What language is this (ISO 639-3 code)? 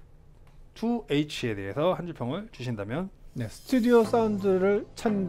kor